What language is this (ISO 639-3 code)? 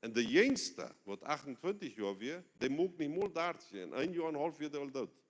pdt